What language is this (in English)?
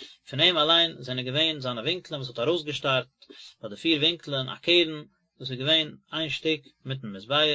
Yiddish